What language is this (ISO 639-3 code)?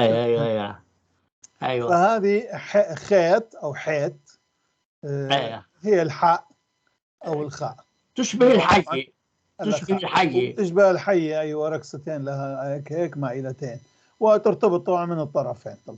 apc